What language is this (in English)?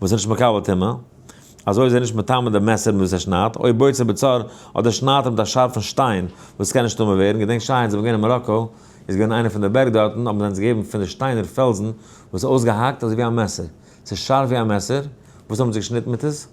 Yiddish